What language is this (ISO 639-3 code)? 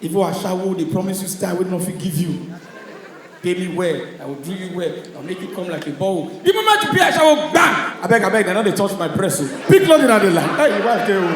pcm